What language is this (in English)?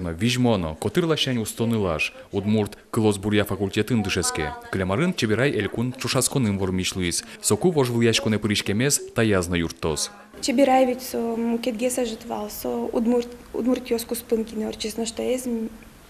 Udmurt